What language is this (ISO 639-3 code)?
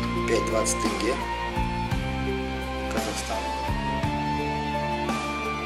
rus